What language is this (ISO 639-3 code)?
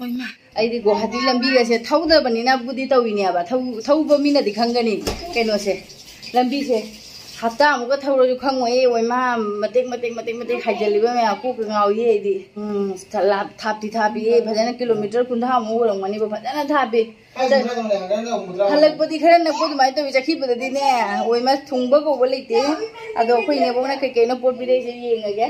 mni